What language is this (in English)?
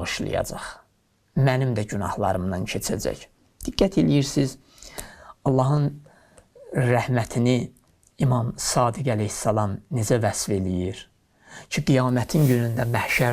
Azerbaijani